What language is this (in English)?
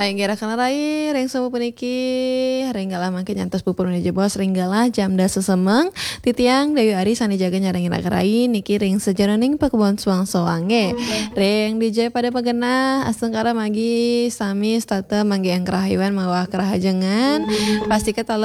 Balinese